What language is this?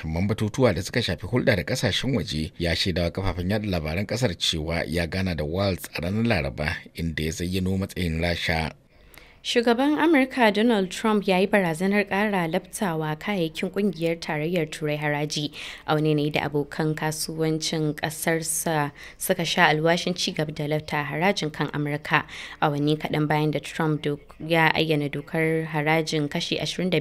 Hausa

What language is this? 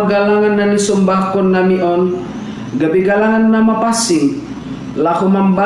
Batak Simalungun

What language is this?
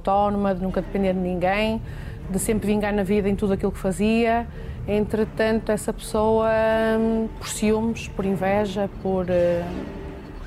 Portuguese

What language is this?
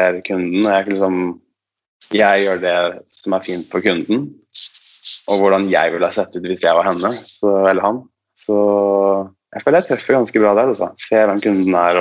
Norwegian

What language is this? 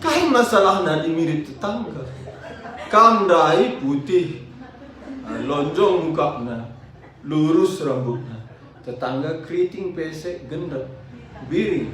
Batak Karo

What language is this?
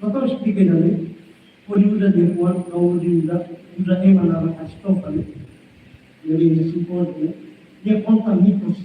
Tetum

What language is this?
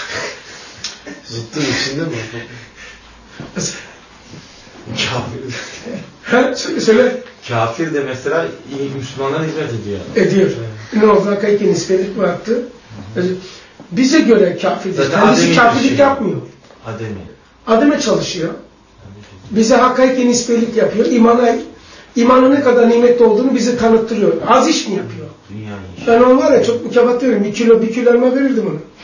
Turkish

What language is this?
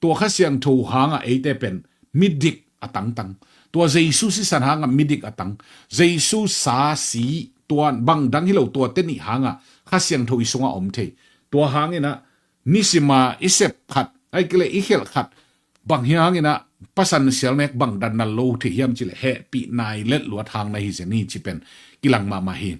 Tedim Chin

